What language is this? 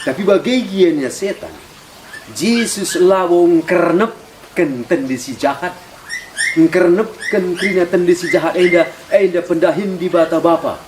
Batak Karo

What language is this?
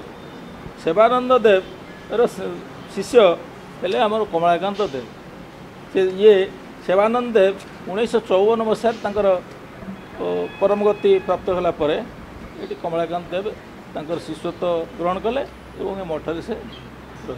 Odia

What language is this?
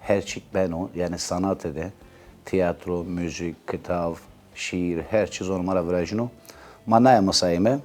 Zaza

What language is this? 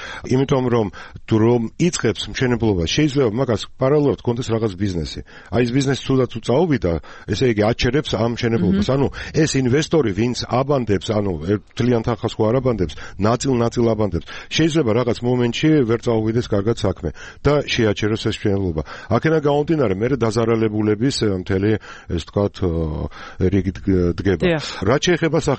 Georgian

